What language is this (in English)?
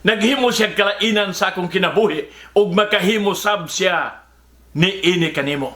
Cebuano